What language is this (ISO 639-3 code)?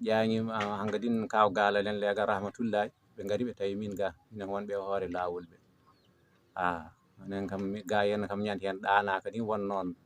ful